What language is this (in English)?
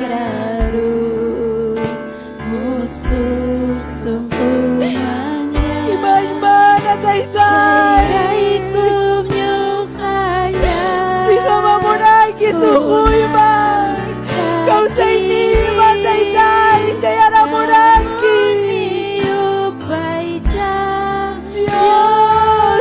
Ayacucho Quechua